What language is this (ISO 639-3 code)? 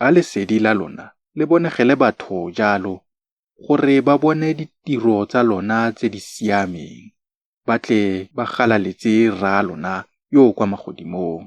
tsn